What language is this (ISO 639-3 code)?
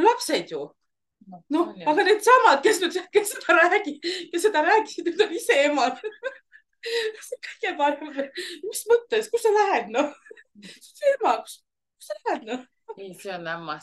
est